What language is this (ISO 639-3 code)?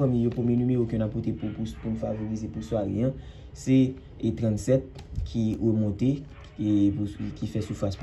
hat